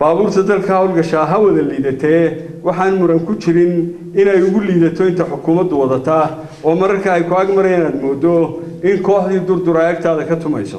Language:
Somali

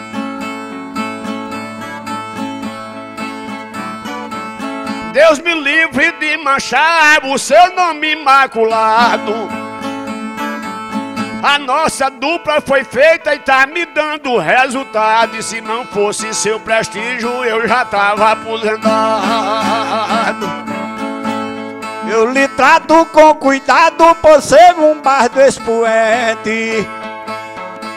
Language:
Portuguese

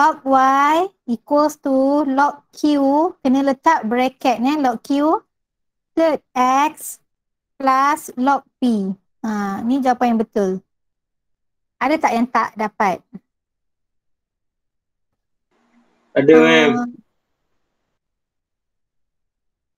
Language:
Malay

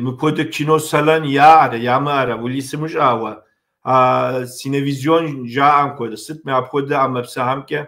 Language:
Kabardian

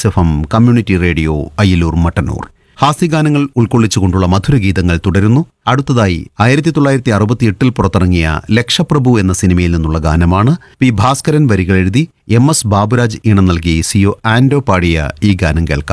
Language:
Malayalam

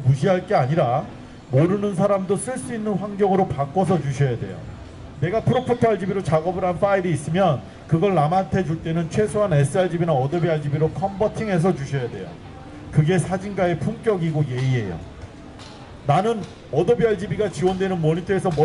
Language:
Korean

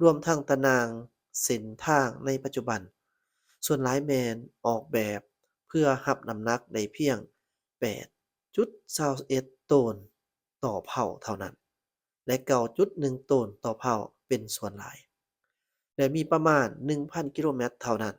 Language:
Lao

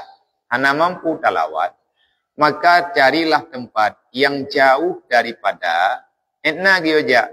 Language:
Achinese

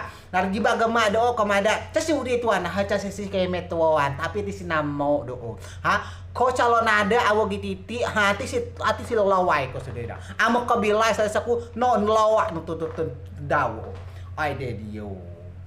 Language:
Rejang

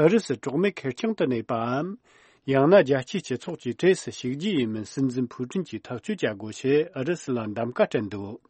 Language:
Tibetan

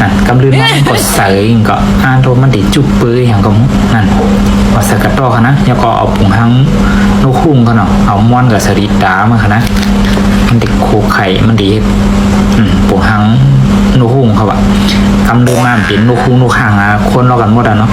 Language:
Shan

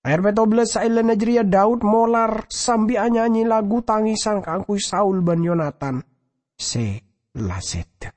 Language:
Madurese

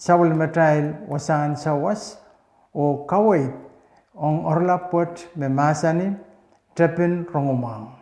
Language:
Pohnpeian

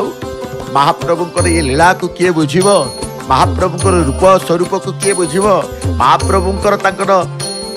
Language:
Odia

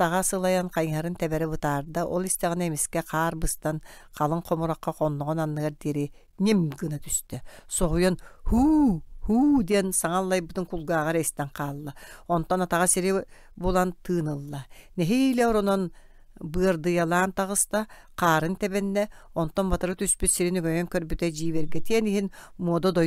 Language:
Yakut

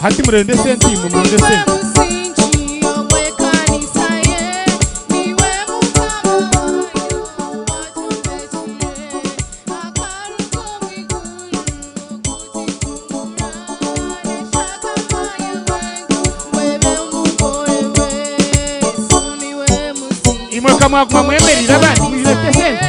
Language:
Nyankole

